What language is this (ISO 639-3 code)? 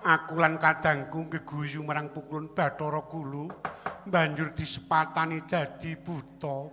jav